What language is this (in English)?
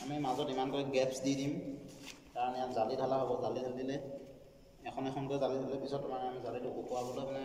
Assamese